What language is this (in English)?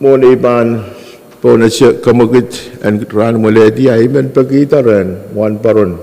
Pohnpeian